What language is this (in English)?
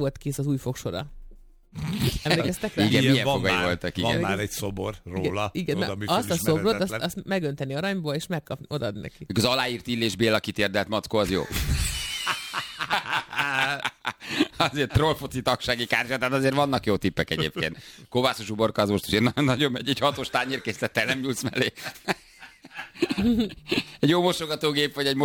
Hungarian